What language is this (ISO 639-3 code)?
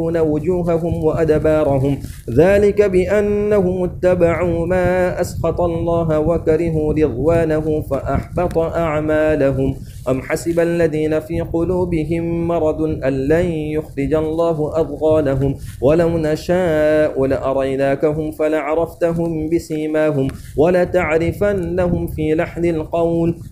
ara